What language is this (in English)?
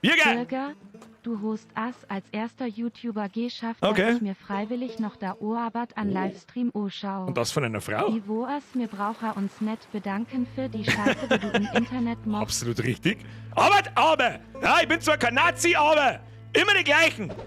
Bavarian